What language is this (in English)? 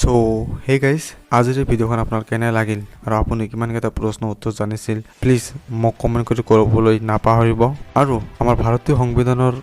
Assamese